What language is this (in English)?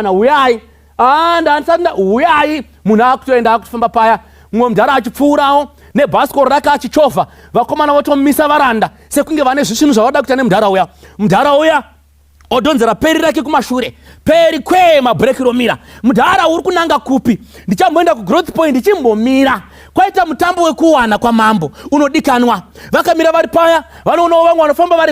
Shona